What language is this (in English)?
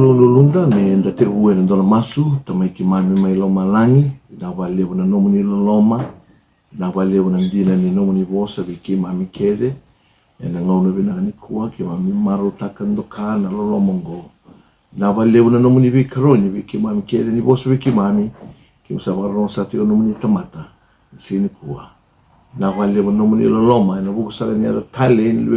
Fijian